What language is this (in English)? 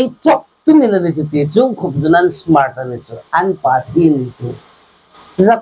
Hmar